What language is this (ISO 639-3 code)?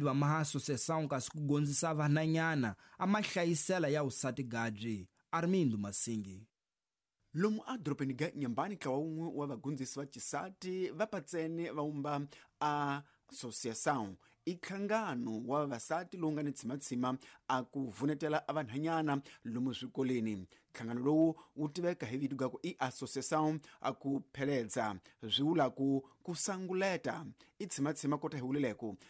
tso